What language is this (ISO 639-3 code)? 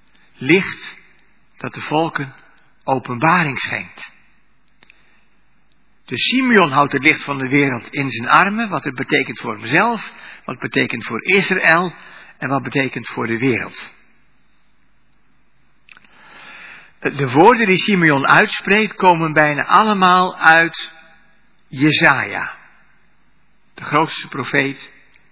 nld